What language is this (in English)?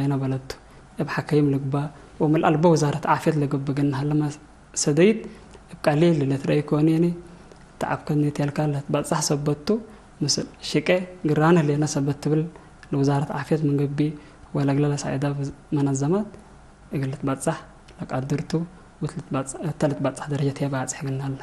Tigre